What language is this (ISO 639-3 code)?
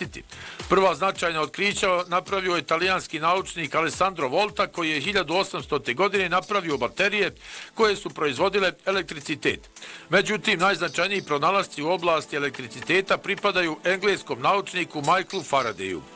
bos